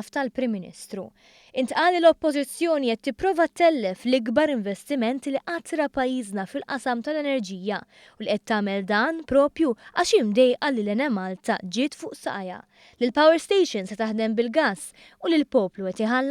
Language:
Maltese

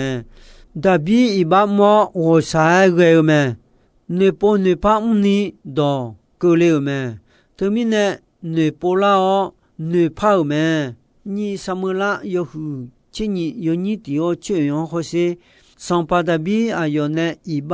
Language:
Akha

